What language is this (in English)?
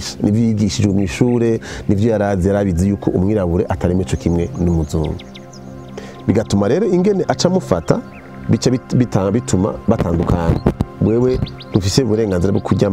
Rundi